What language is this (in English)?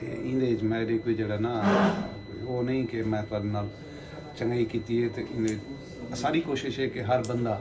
Saraiki